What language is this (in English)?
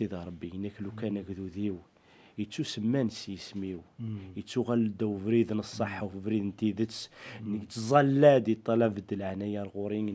Kabyle